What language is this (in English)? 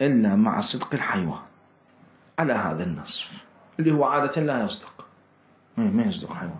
Mesopotamian Arabic